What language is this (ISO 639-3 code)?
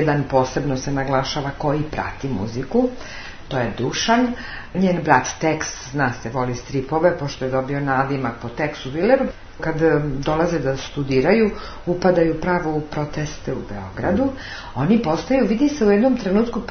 srp